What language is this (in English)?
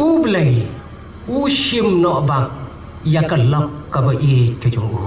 Khasi